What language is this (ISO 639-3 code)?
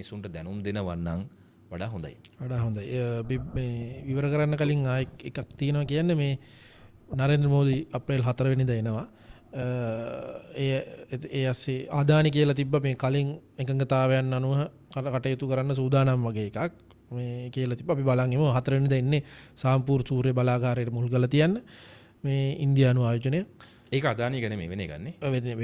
sin